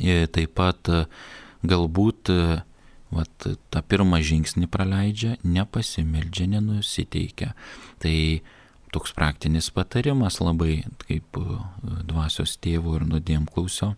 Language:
Lithuanian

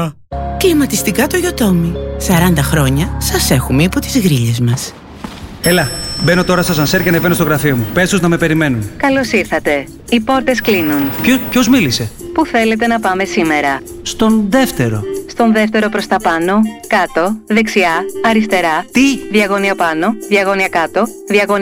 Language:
Greek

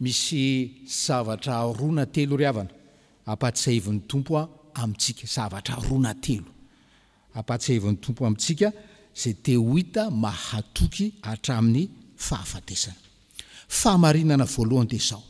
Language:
Malagasy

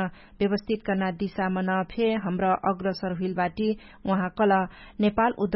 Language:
Dangaura Tharu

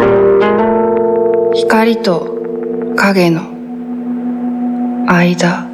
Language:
Japanese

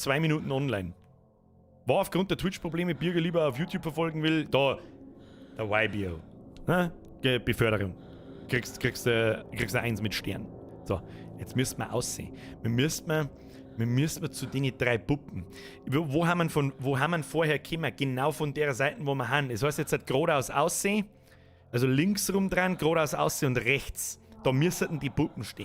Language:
Bavarian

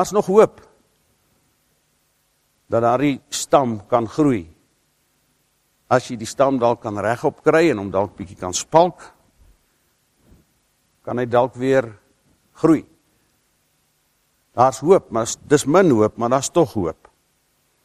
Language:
Afrikaans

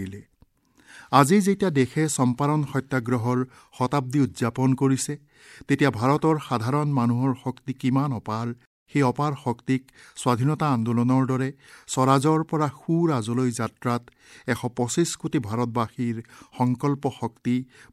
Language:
Assamese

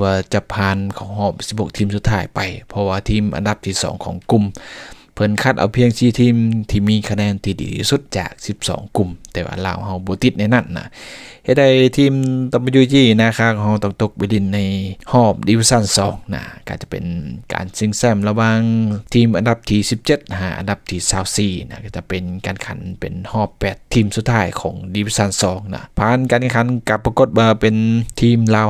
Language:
Lao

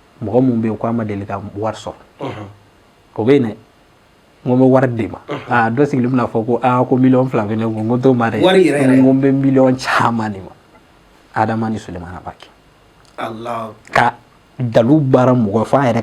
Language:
Bambara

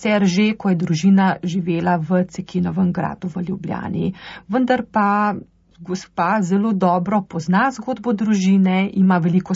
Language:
Slovenian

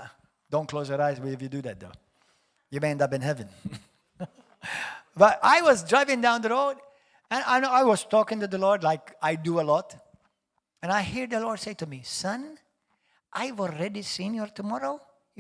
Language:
English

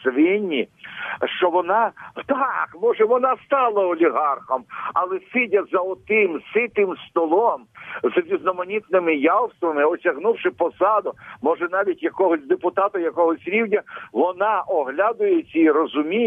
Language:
Ukrainian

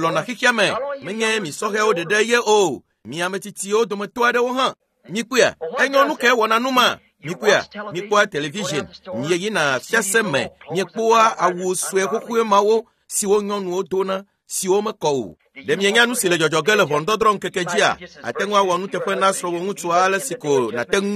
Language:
Ewe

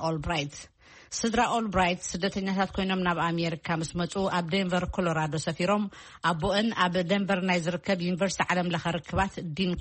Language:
Tigrinya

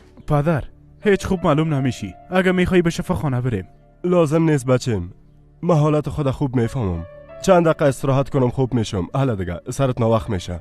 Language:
Persian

